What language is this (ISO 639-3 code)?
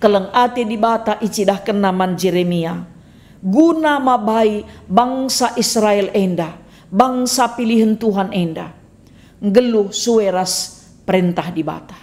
btx